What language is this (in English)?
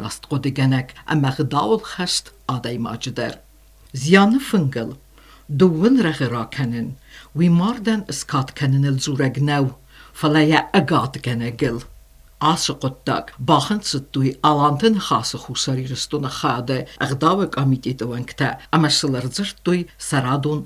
Ossetic